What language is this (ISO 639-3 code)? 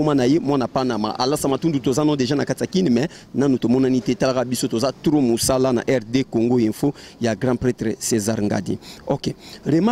lin